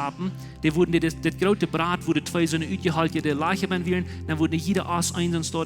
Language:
Plautdietsch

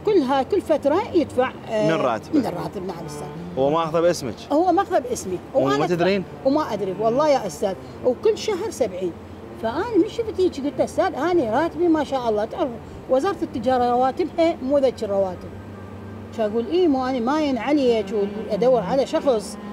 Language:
Mesopotamian Arabic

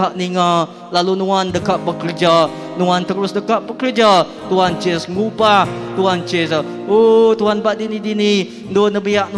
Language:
Iban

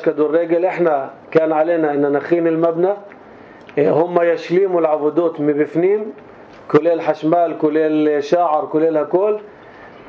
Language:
North Levantine Arabic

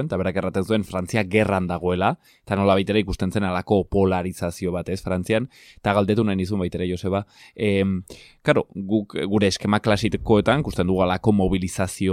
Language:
Basque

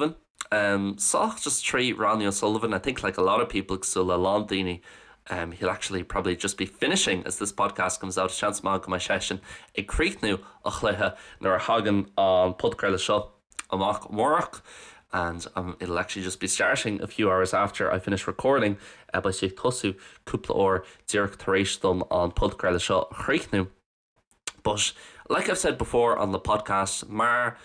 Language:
Irish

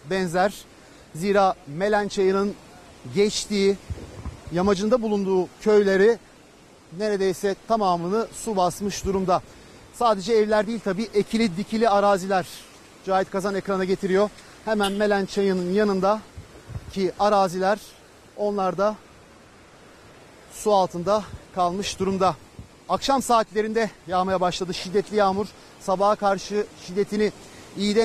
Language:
Turkish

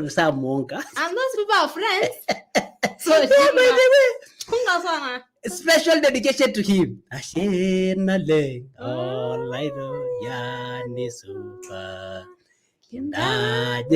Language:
Masai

